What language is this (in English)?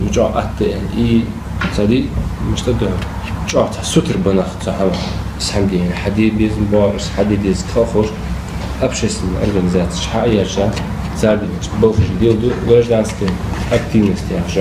Ingush